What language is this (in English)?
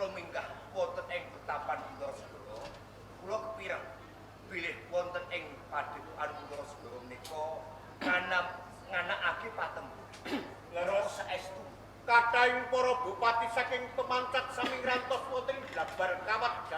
Javanese